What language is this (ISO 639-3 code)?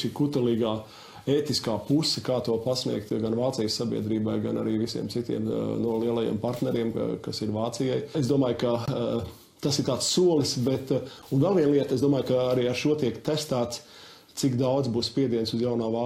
lav